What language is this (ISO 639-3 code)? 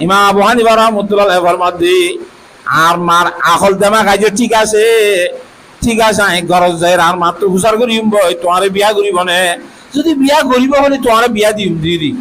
rhg